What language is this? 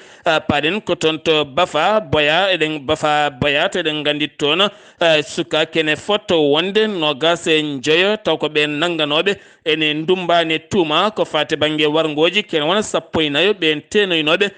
Fula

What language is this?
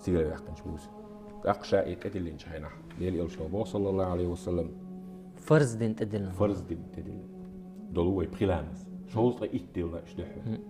Chechen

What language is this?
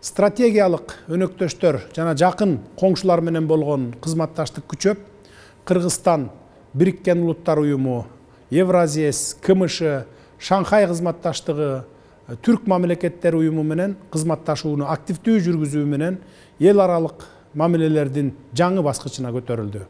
Kyrgyz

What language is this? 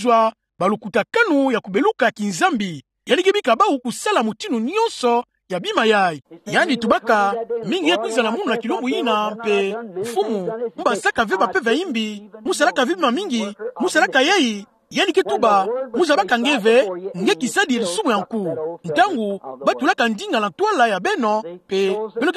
Kituba (Democratic Republic of Congo)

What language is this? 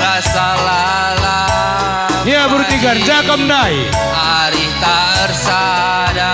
Batak Karo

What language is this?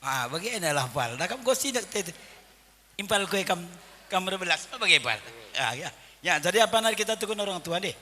Batak Karo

